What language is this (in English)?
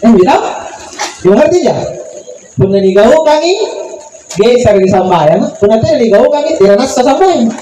Makasar